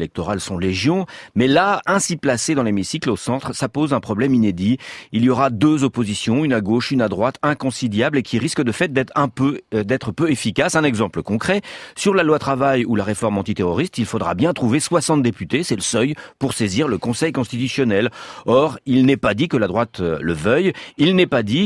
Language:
French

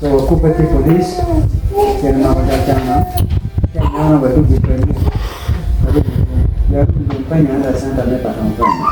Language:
Acoli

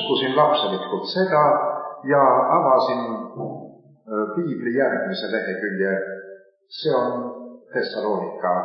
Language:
Estonian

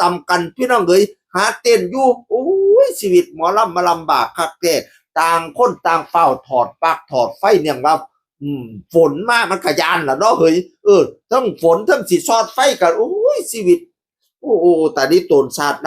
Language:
Northeastern Thai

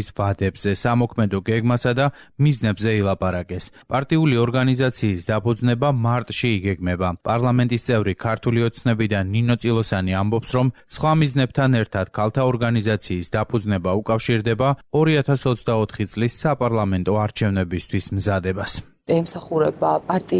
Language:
Georgian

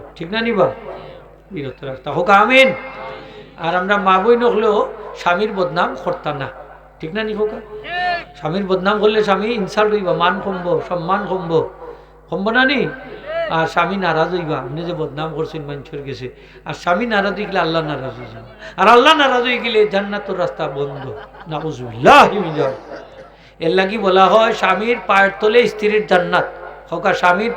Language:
Sylheti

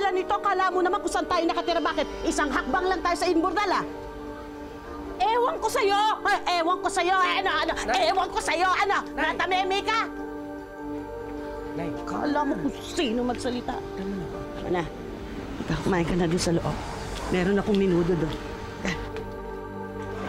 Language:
Filipino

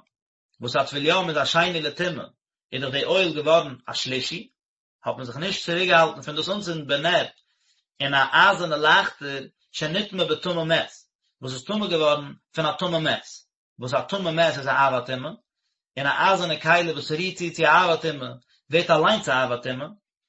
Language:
Yiddish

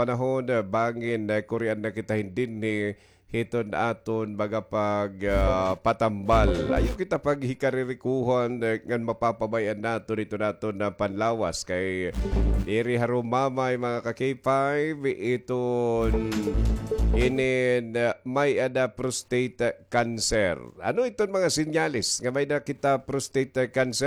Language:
Waray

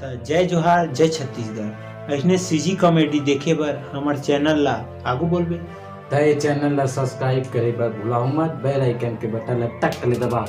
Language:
Chhattisgarhi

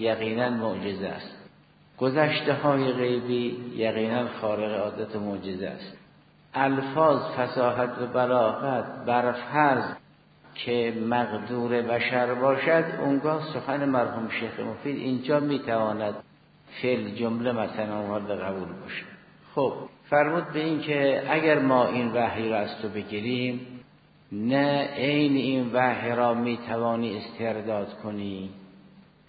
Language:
Persian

